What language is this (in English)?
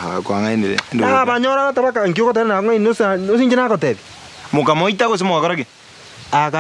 Gusii